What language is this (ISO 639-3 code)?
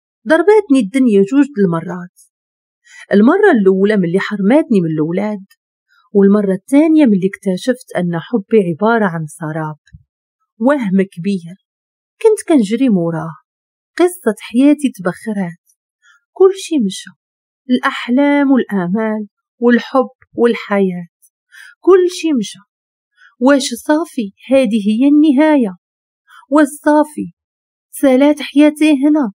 ary